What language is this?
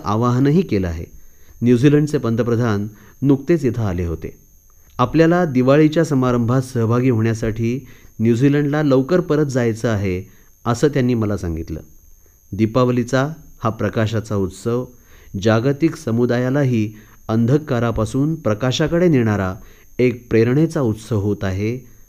Marathi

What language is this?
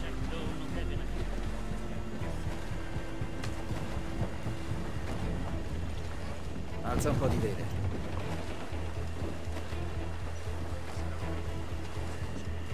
Italian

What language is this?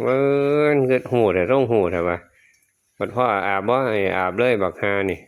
Northeastern Thai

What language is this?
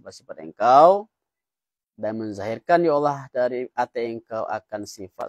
Minangkabau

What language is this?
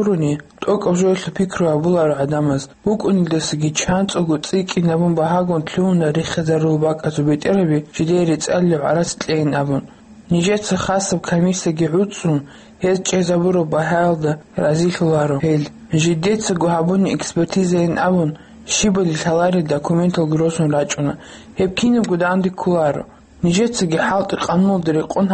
Avaric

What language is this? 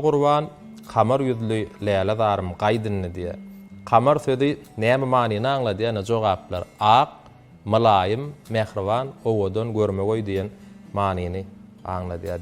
Turkmen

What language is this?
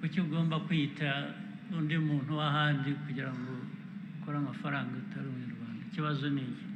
Kinyarwanda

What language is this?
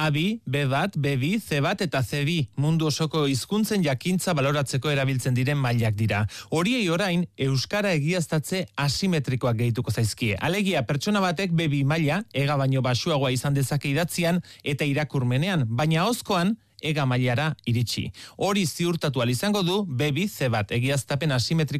Basque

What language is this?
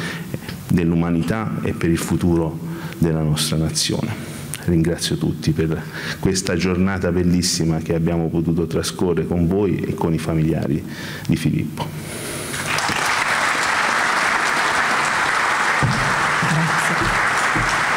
Italian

